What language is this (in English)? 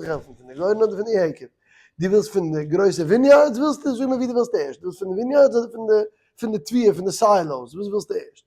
Yiddish